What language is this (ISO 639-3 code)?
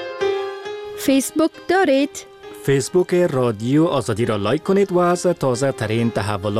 fas